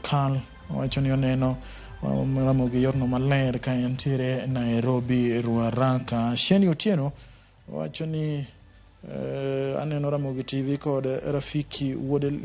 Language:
Luo (Kenya and Tanzania)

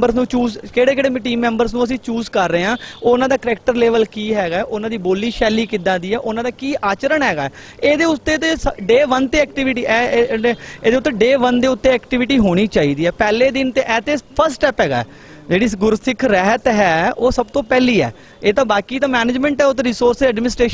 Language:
Punjabi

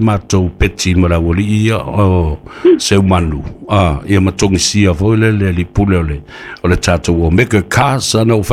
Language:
Samoan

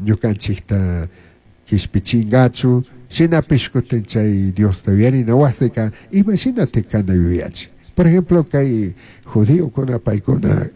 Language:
Chimborazo Highland Quichua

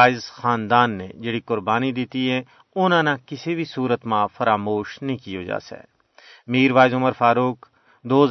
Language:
Gujari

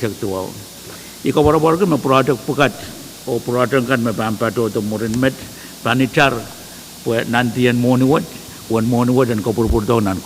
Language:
Pohnpeian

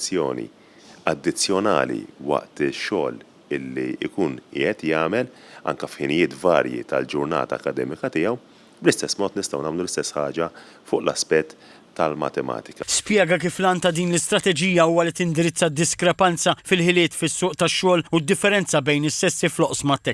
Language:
Maltese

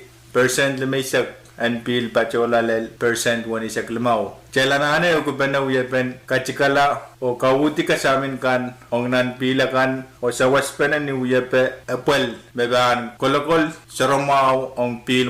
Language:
Pohnpeian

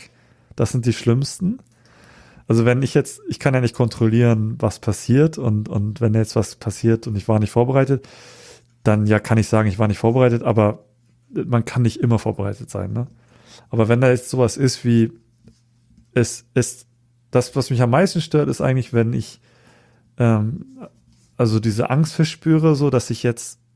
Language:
German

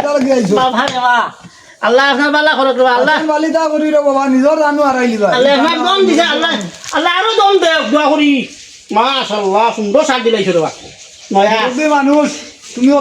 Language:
Sylheti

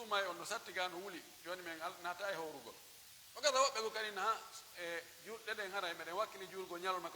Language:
Pular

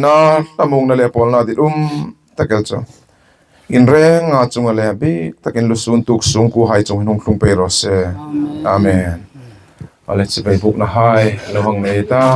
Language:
Hmar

